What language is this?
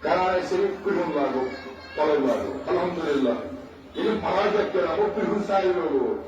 Kashmiri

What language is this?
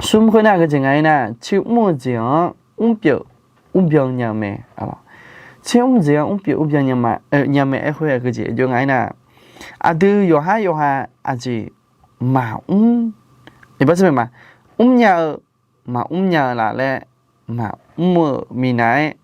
Akha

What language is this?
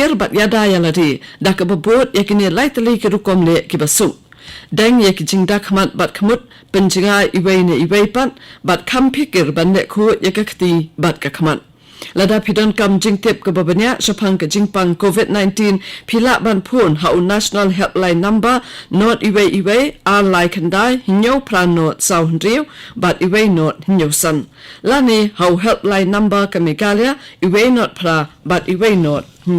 Khasi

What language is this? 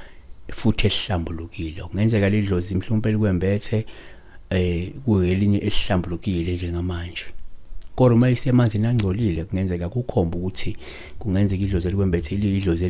Zulu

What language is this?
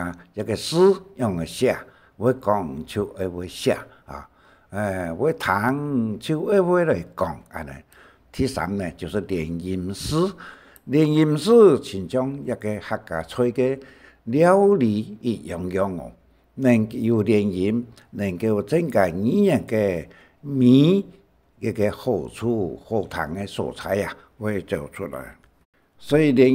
Hakka Chinese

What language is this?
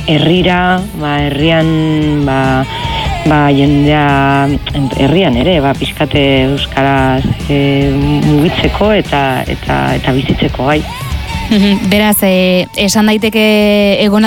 Basque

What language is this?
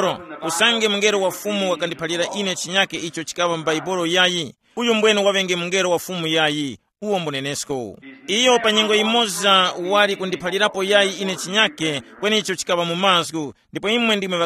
Tumbuka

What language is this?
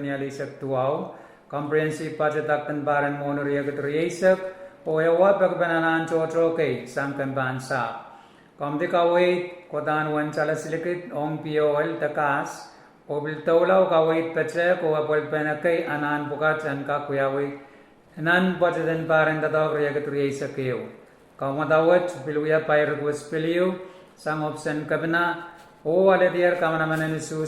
Pohnpeian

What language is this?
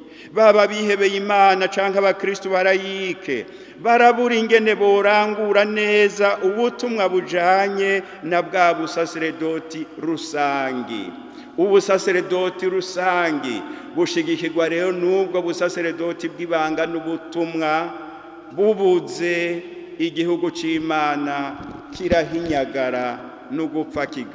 Rundi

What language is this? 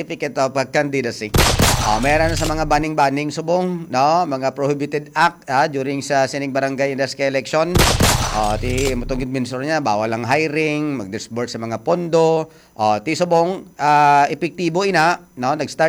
Hiligaynon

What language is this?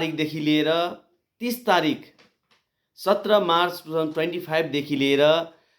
Nepali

